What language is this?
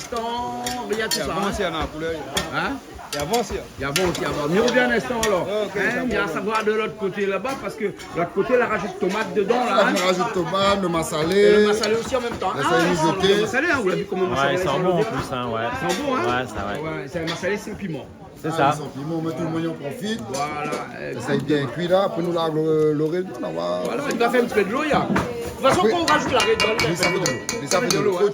Réunion Creole French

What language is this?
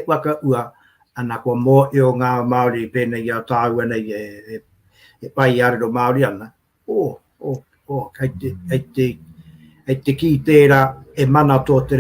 Māori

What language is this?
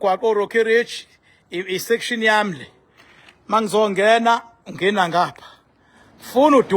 Zulu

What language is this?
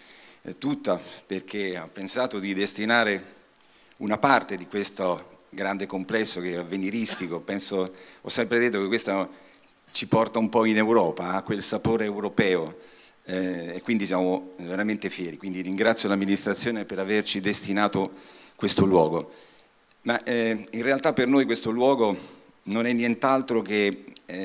Italian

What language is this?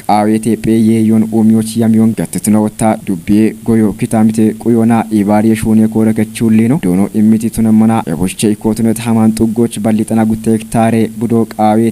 Kafa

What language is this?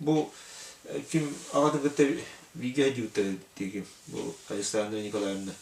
Yakut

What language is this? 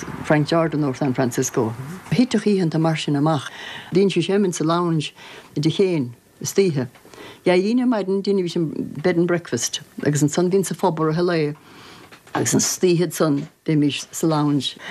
Irish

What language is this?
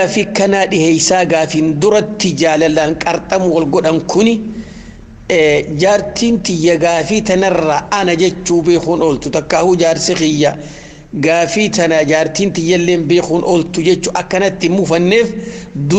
Oromo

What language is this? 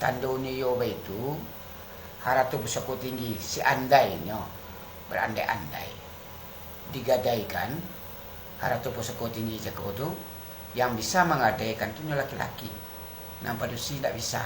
Minangkabau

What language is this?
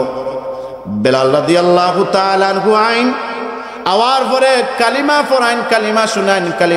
Sylheti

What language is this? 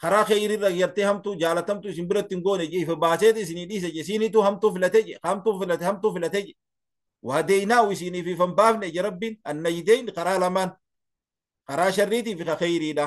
Oromo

